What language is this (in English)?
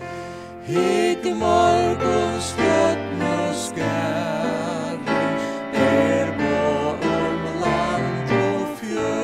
Faroese